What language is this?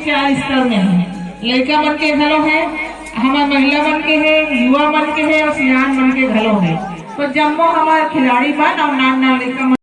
Chhattisgarhi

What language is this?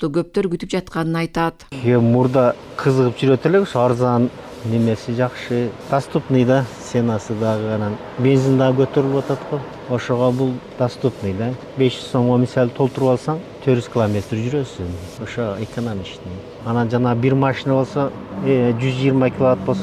Kyrgyz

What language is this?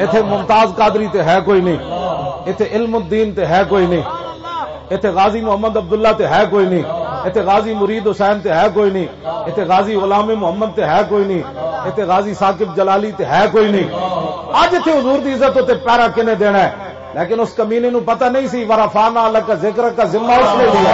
Western Panjabi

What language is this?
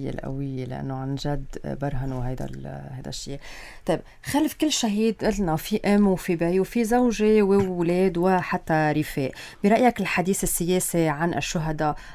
North Levantine Arabic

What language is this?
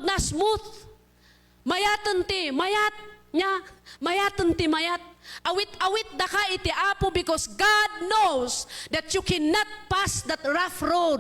Iloko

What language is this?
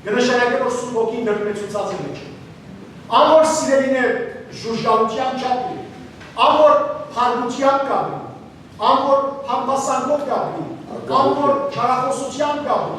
Western Armenian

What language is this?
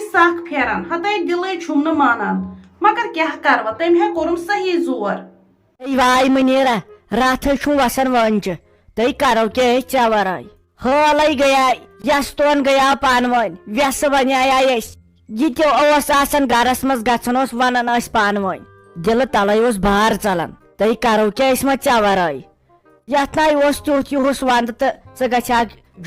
Kashmiri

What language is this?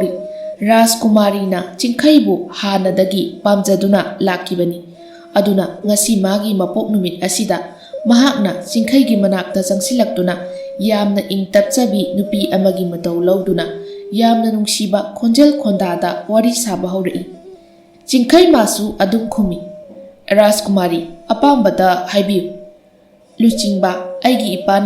Manipuri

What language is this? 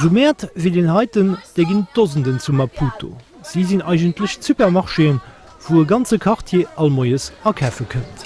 Luxembourgish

